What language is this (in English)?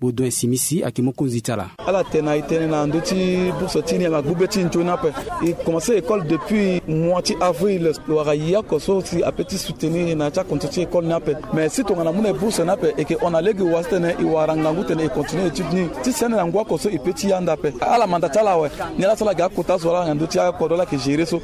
Sango